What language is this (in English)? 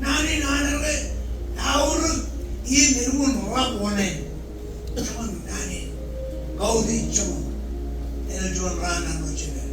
Marshallese